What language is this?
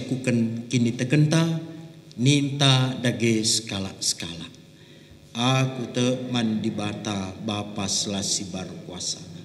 Batak Karo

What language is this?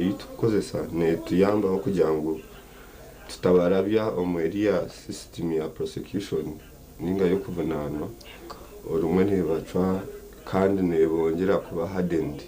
Nyankole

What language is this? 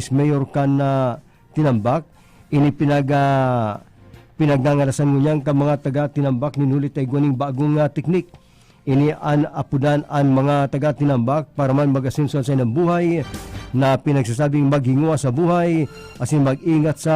Bikol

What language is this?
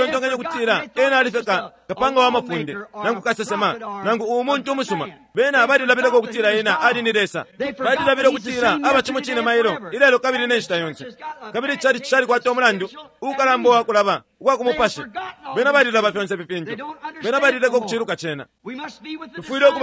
Bemba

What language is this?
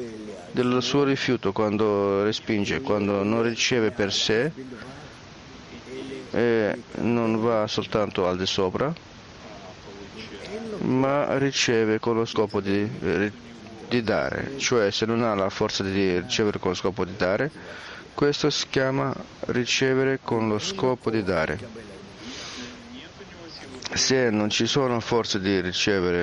Italian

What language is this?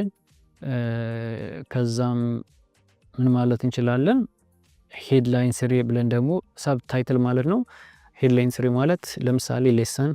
Amharic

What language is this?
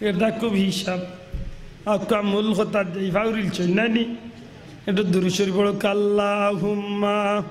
Sylheti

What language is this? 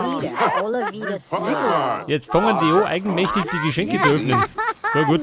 Bavarian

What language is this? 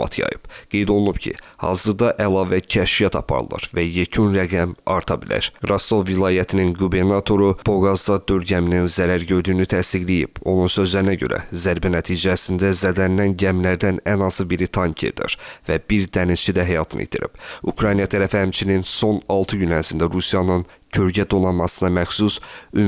Azerbaijani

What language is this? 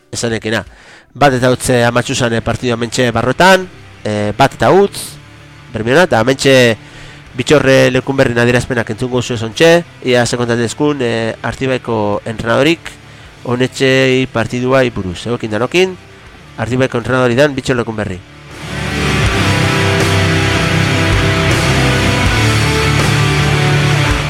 Basque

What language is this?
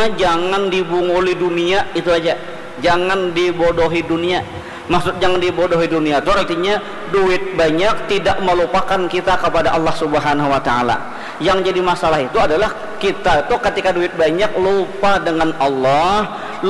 Banjar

